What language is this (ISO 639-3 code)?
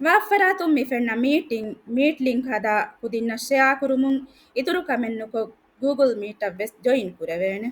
div